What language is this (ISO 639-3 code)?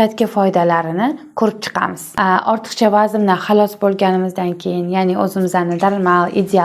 uzb